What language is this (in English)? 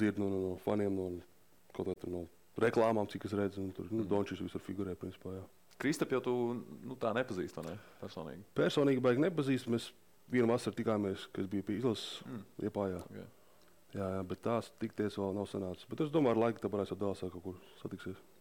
Latvian